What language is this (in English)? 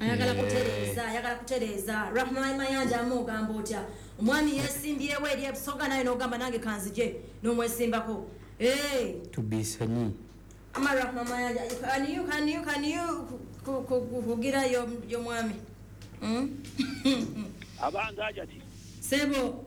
Ganda